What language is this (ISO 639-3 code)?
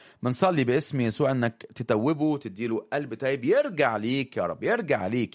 arz